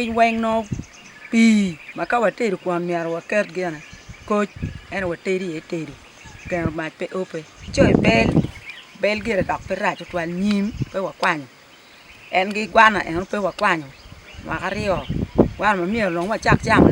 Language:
Acoli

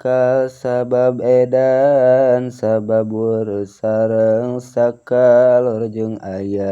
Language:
Sundanese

